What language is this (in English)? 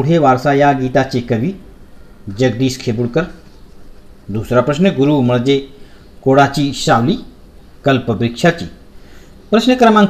Marathi